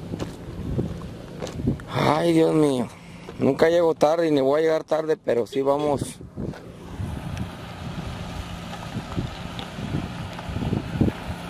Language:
Spanish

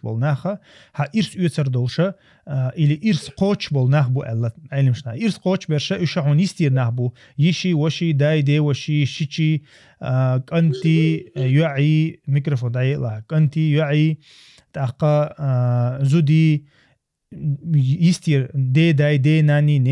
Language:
Chechen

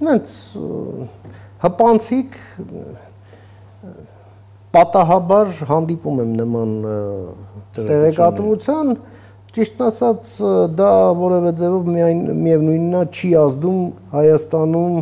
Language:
Armenian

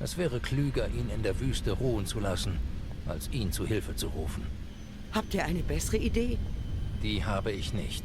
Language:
Swiss German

